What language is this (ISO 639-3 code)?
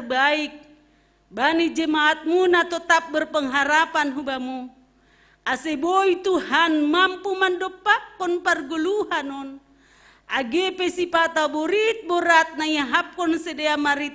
bts